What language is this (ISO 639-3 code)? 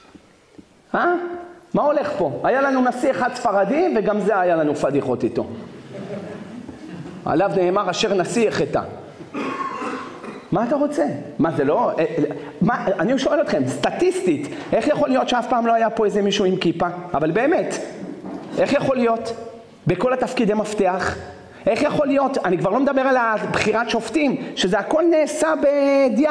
heb